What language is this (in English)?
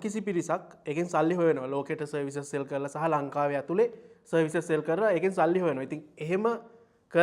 Sinhala